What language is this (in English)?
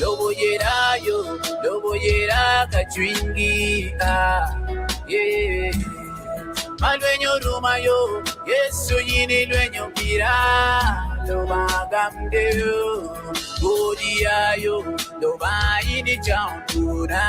Acoli